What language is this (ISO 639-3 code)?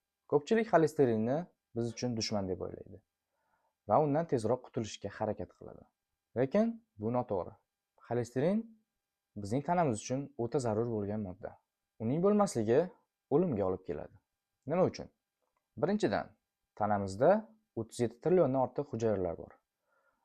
uzb